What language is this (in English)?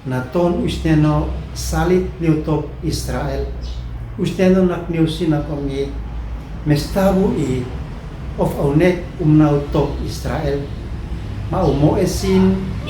Uab Meto